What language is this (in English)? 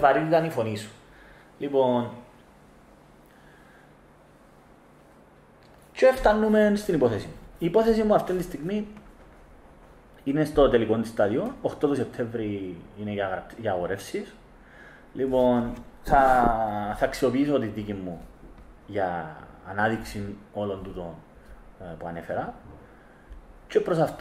Greek